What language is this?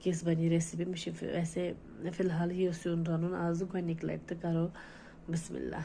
Kashmiri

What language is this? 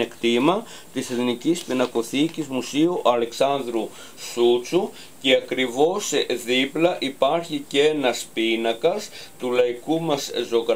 Greek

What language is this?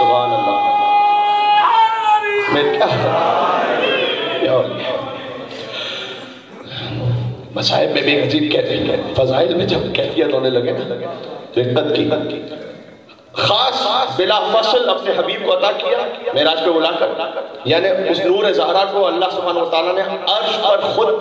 Urdu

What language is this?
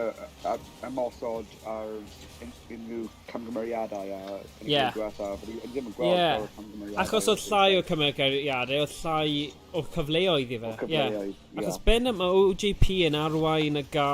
Welsh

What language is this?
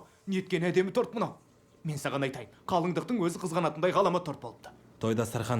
Kazakh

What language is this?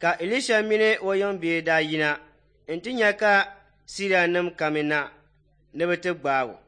Dagbani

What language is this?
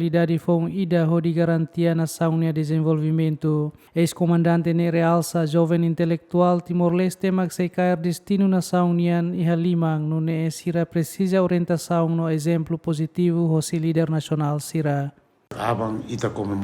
Tetum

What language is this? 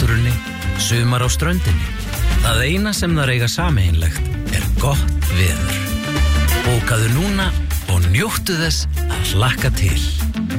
Icelandic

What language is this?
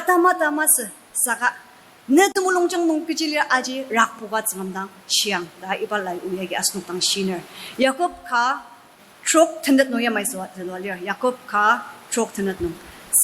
Ao Naga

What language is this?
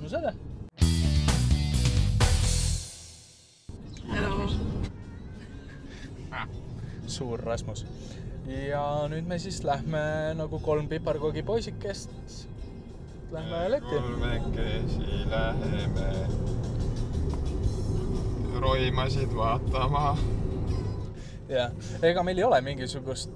Estonian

